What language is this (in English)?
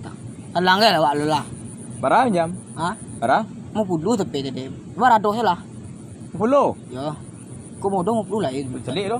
Minangkabau